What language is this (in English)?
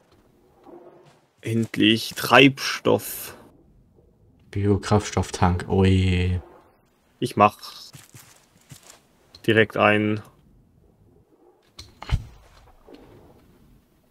German